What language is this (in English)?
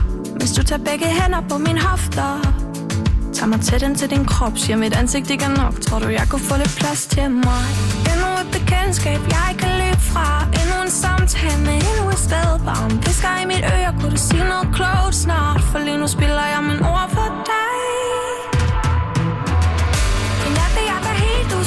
Danish